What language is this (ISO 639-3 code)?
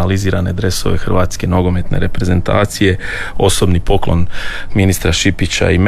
hrv